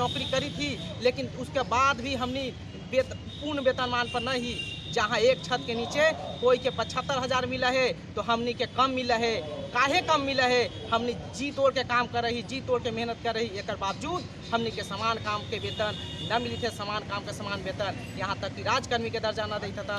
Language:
Magahi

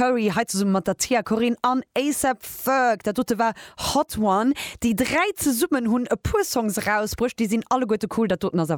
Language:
Luxembourgish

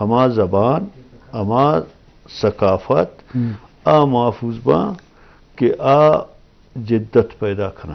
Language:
Eastern Balochi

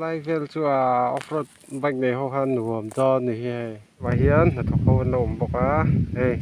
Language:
Mizo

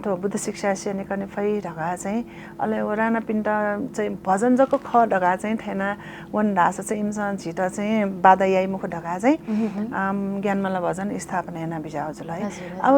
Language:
Newari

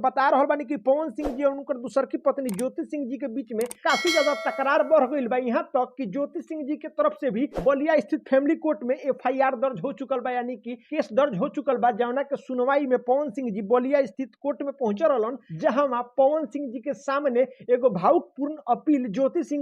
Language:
Bhojpuri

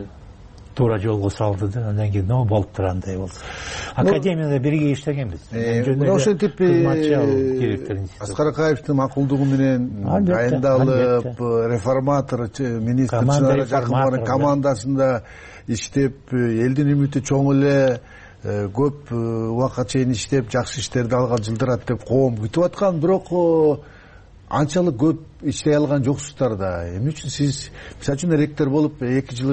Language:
Kyrgyz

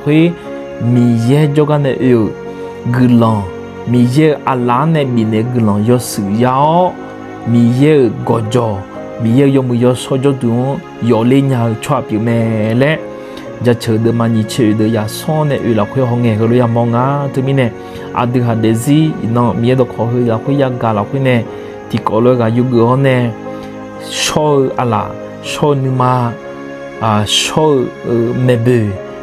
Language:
Akha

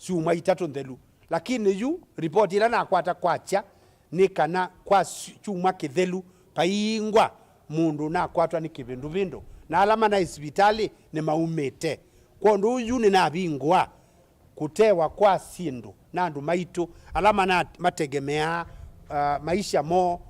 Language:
Kamba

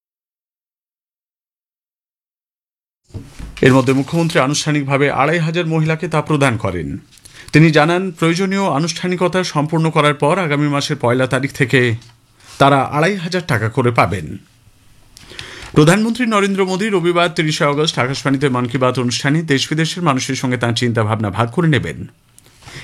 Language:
Bangla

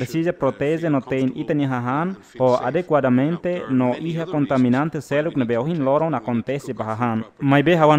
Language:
Tetum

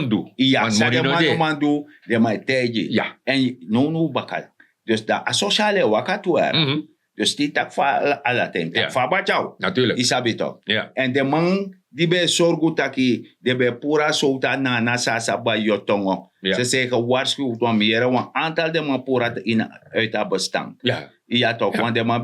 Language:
Sranan Tongo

